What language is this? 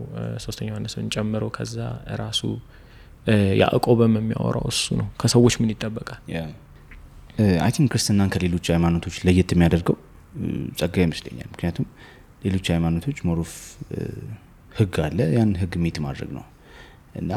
Amharic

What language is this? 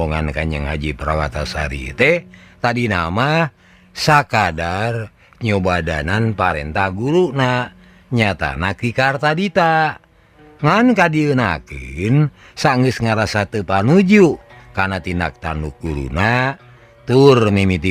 Sundanese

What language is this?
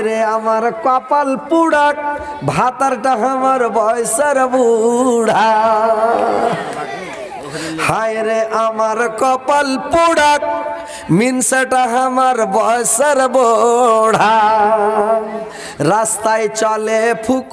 Bangla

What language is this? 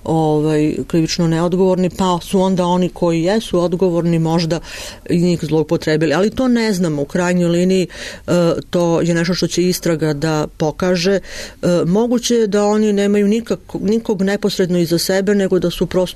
Serbian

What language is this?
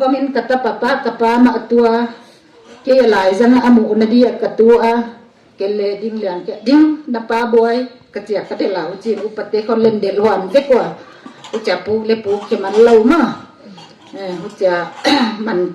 Tedim Chin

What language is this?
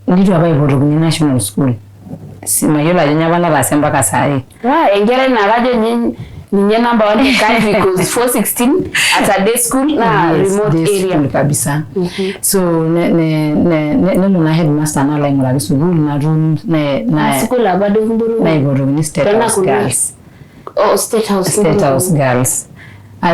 Masai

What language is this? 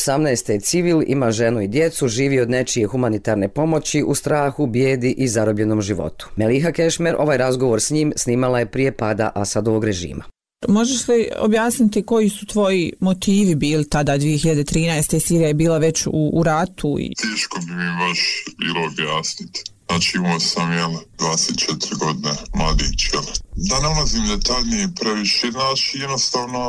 Bosnian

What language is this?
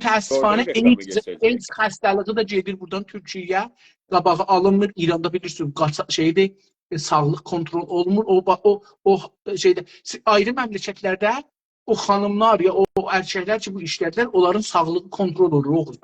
South Azerbaijani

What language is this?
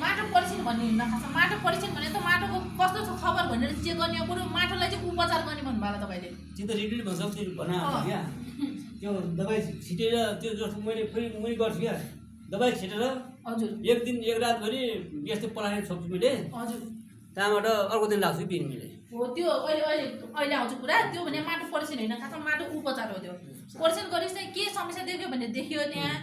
Nepali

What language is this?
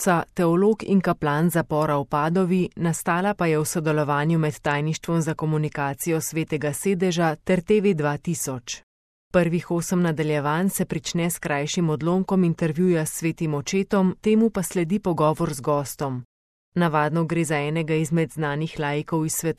Slovenian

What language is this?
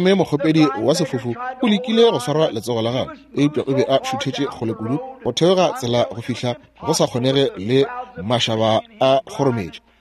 Northern Sotho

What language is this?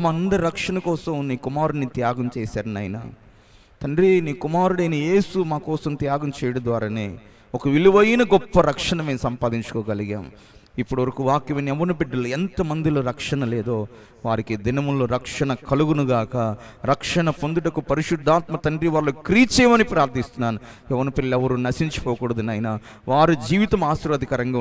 Telugu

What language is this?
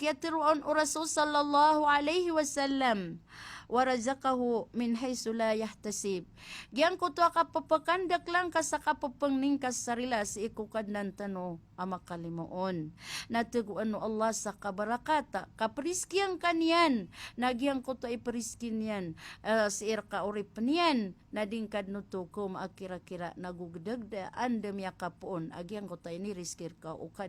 Maranao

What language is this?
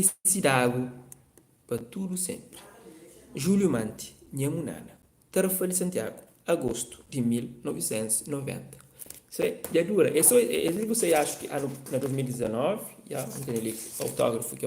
Kabuverdianu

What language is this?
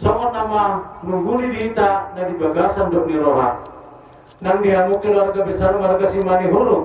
Batak Toba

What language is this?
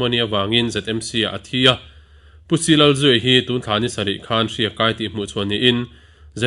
Mizo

